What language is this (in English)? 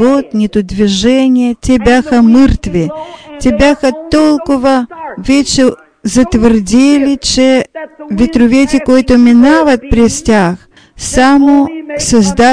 Bulgarian